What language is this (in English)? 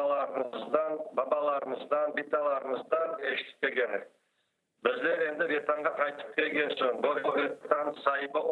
Crimean Tatar